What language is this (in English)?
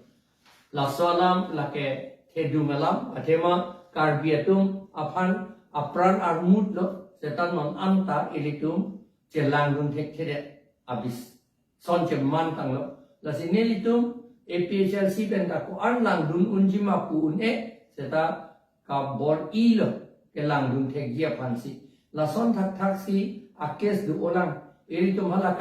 Karbi